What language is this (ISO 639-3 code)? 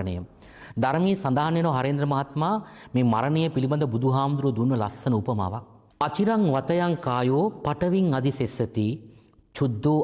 sin